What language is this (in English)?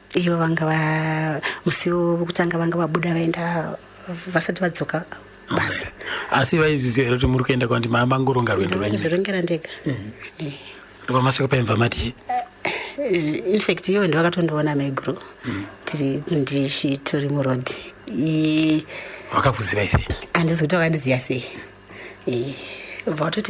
Shona